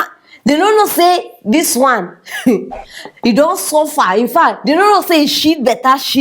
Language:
Nigerian Pidgin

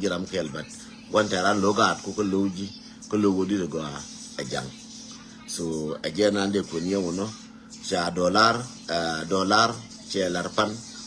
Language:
Nuer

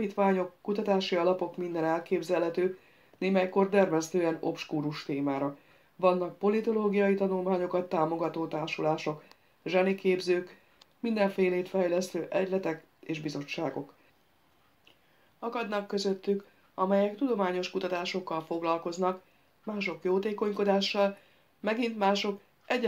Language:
Hungarian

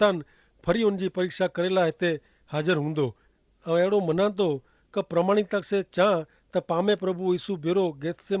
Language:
Kachhi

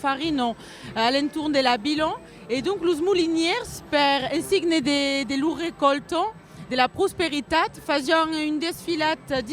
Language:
Occitan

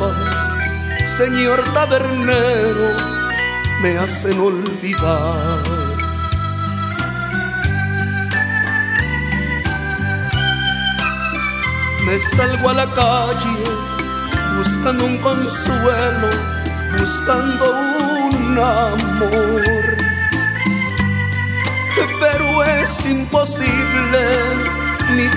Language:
Spanish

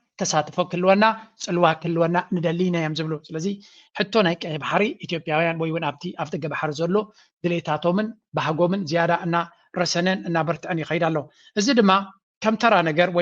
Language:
Tigrinya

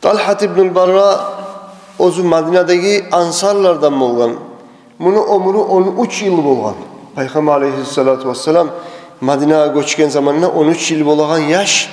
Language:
Kumyk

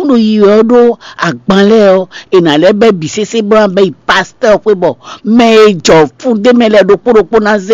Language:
Fon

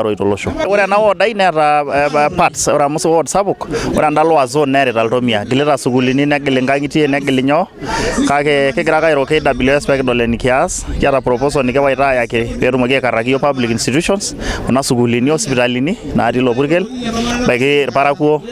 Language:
Masai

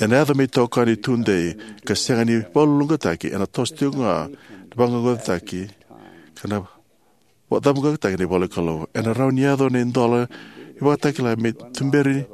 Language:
Fijian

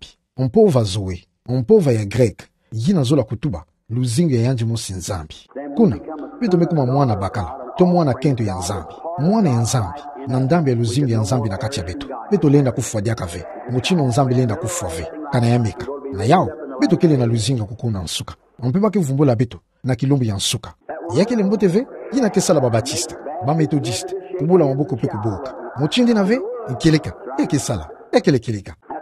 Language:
Kituba (Democratic Republic of Congo)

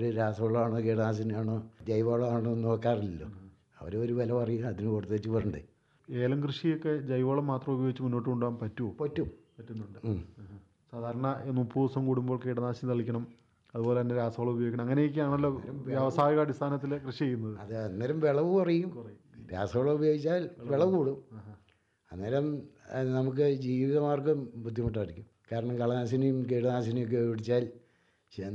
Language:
Malayalam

